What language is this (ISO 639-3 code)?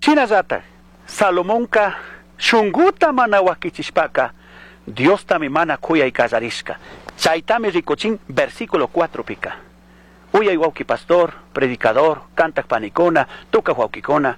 qug